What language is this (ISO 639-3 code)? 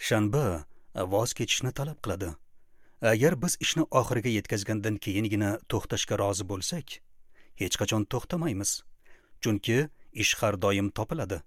uzb